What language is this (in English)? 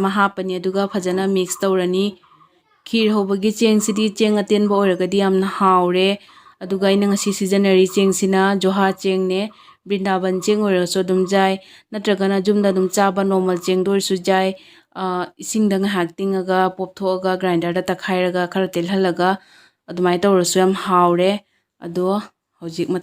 Manipuri